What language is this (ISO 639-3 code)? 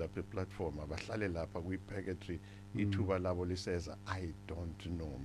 zul